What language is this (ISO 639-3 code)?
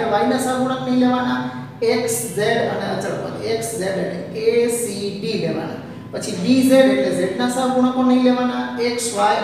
guj